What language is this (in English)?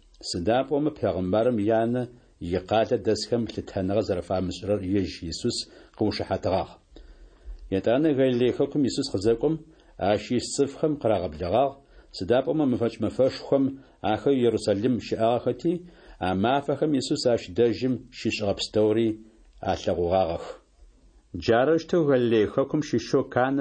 Adyghe